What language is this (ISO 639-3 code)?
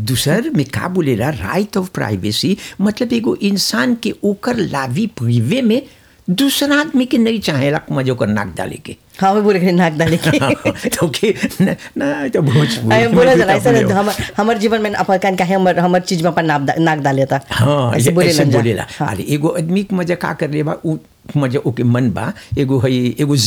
bho